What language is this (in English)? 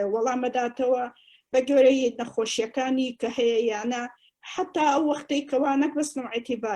Central Kurdish